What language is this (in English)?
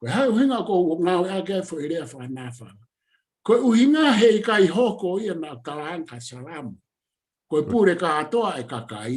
Tongan